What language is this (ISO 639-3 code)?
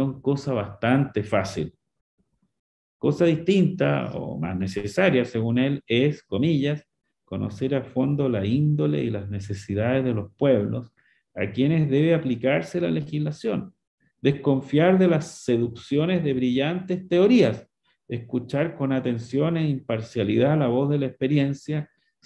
spa